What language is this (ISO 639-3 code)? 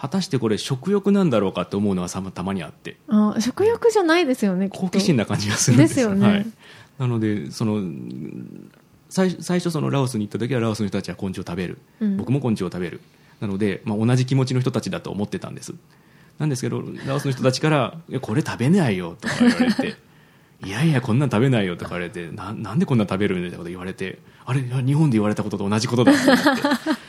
jpn